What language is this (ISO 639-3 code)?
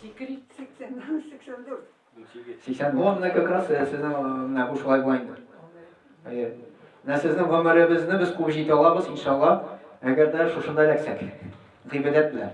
tat